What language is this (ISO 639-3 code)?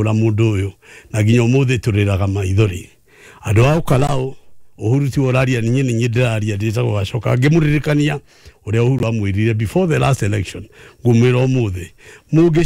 kik